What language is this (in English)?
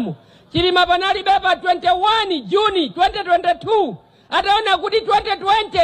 Nyanja